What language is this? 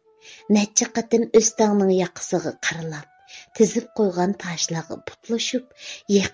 Uyghur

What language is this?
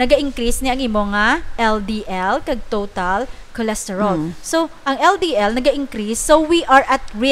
Hiligaynon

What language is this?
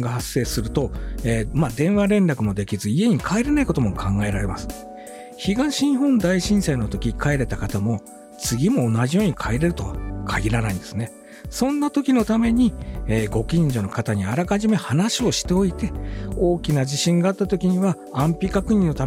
Japanese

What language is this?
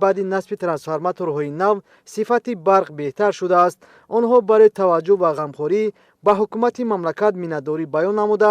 Tajik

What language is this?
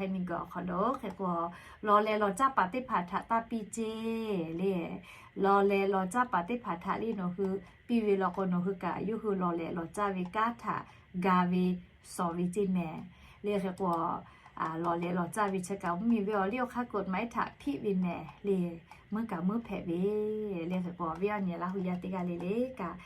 Lahu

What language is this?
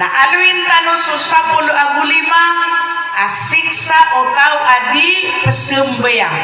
Maranao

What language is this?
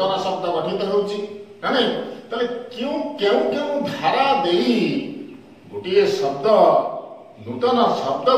Odia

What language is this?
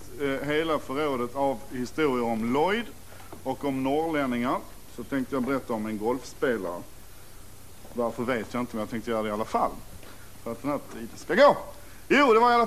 Swedish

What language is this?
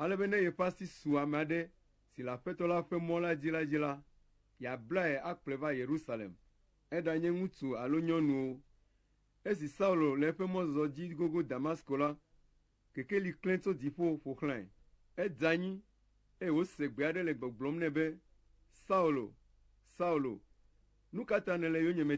Ewe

